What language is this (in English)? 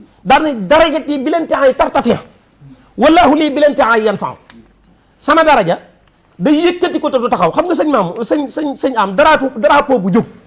Wolof